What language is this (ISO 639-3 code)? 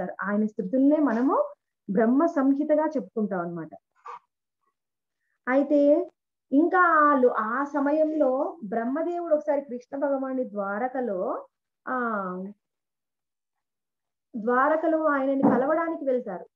tel